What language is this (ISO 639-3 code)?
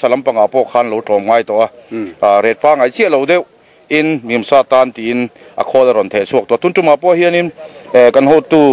lus